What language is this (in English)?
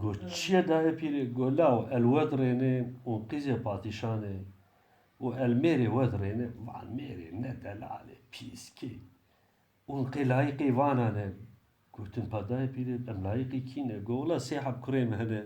Kurdish